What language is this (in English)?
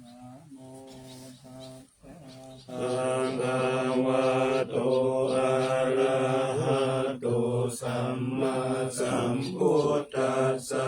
Pali